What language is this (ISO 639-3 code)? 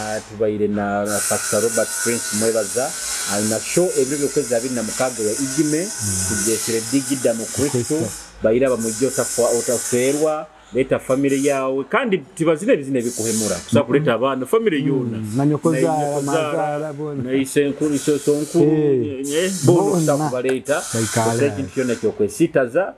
nyo